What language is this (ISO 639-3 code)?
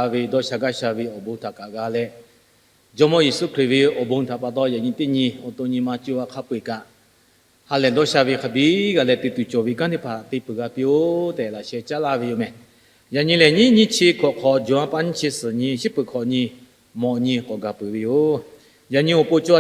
lhu